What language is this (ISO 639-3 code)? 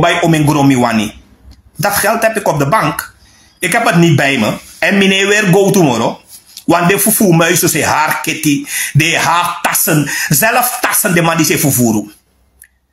srn